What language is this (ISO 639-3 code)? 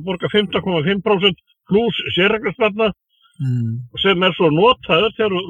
isl